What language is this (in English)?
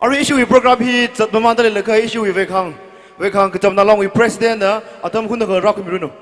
Tangkhul Naga (India)